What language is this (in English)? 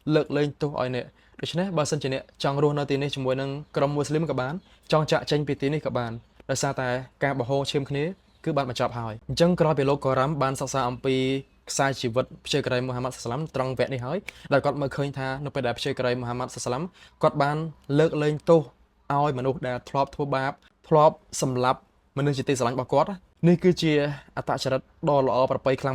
Khmer